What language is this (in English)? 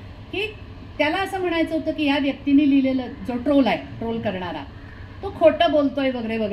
Marathi